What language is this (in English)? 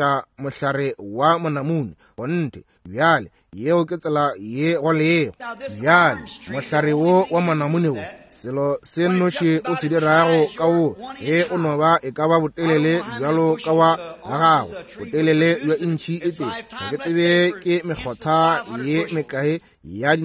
Northern Sotho